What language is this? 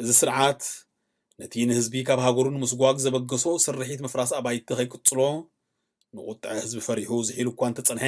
Tigrinya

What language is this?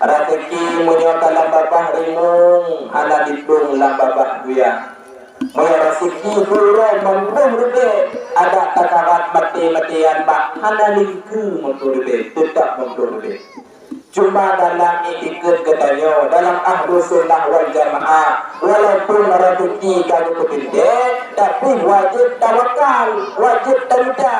Achinese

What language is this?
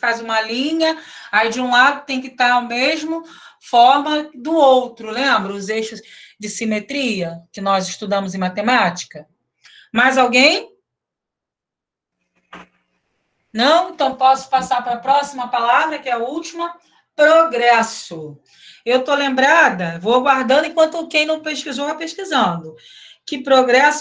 Portuguese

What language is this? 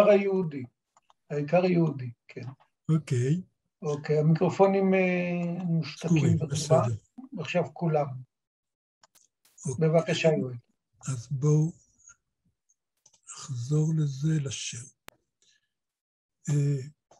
Hebrew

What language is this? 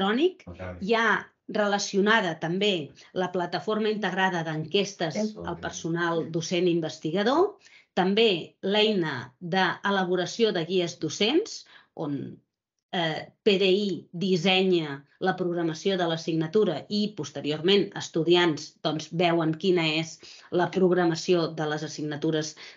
Catalan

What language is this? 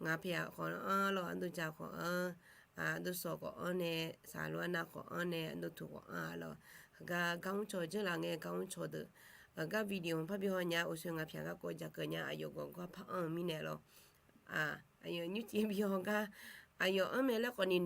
Akha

